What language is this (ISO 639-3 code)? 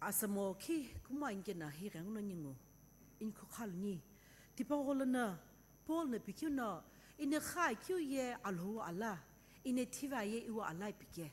nsm